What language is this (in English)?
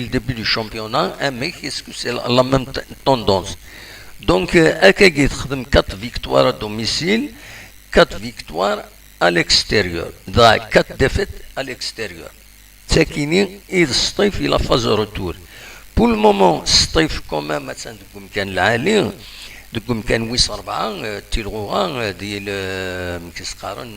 Kabyle